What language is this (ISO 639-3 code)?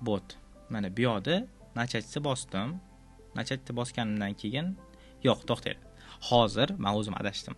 uzb